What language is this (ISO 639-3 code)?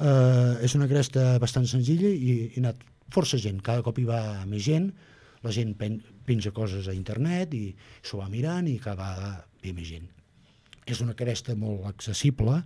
cat